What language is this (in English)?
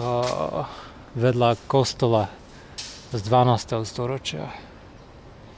Slovak